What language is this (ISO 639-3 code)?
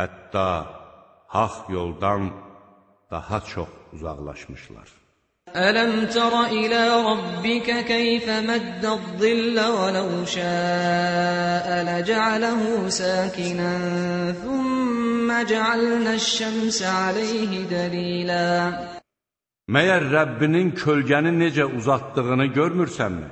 aze